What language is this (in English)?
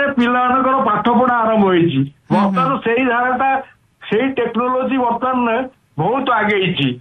Odia